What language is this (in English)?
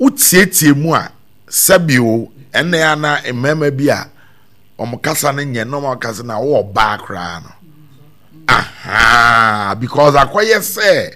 Akan